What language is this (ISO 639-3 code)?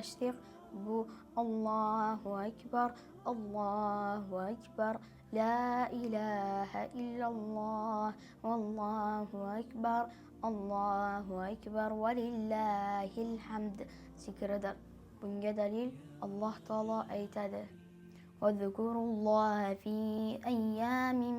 uzb